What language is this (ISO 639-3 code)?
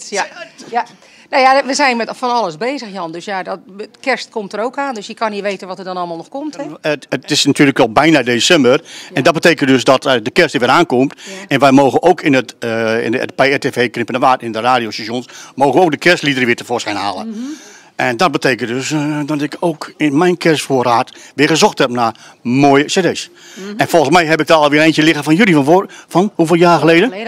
nld